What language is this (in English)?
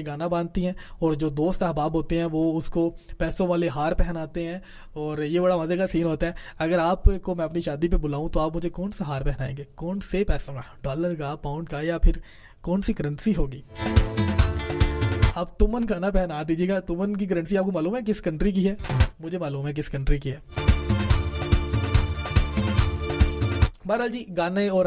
Urdu